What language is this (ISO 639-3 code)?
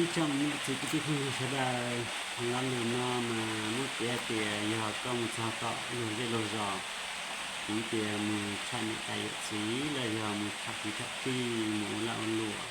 hmn